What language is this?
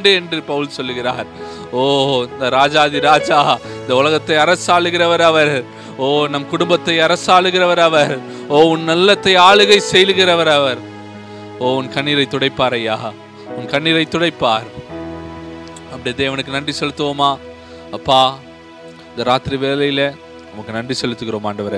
Tamil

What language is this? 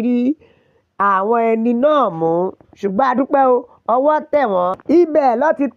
Yoruba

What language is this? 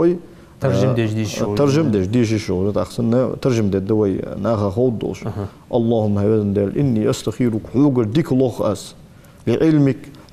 Ingush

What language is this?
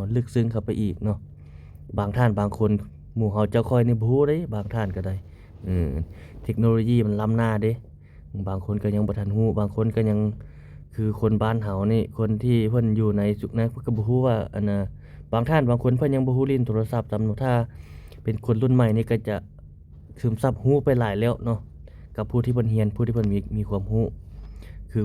Lao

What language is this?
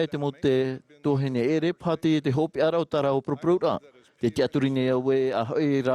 Tahitian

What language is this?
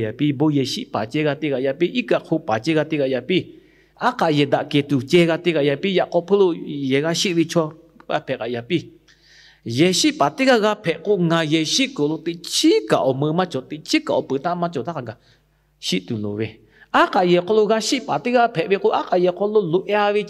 Lahu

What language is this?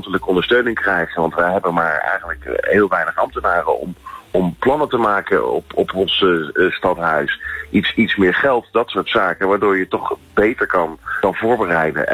Dutch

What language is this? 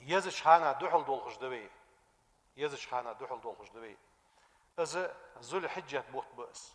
Ingush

